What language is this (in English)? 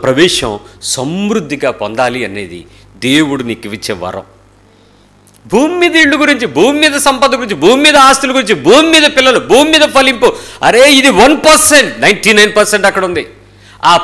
Telugu